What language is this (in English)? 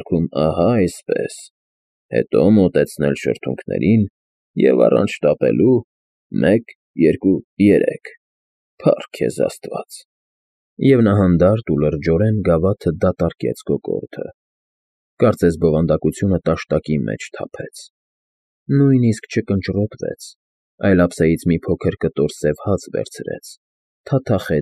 Armenian